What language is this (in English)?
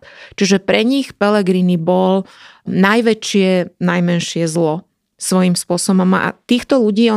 Slovak